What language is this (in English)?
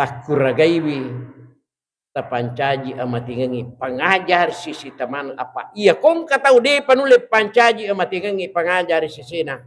Buginese